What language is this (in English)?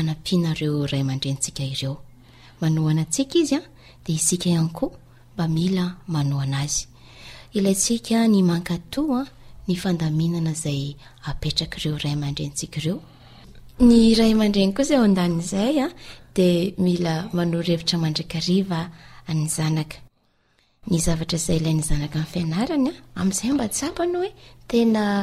Malagasy